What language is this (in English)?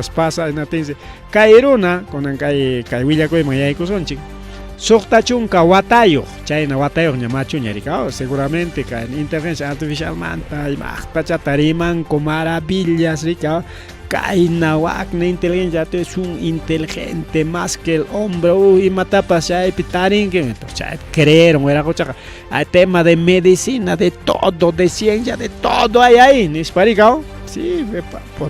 Ayacucho Quechua